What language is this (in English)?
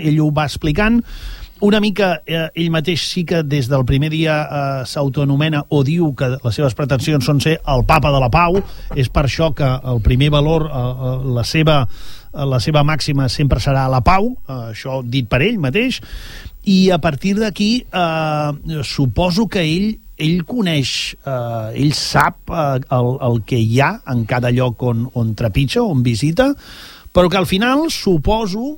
Catalan